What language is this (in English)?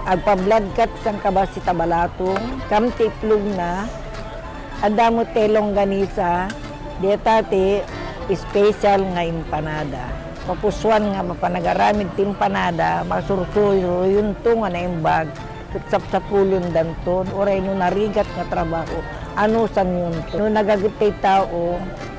Iloko